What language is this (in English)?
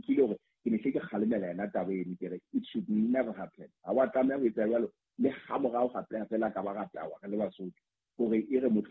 Southern Sotho